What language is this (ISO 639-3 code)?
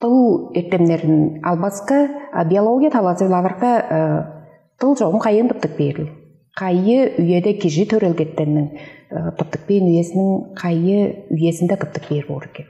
tyv